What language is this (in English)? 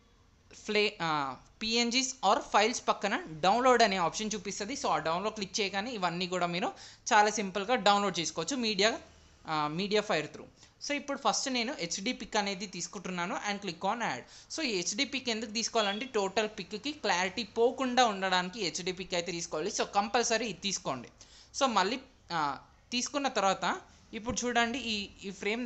Telugu